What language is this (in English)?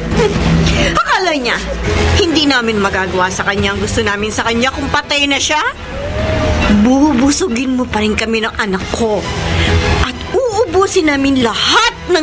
Filipino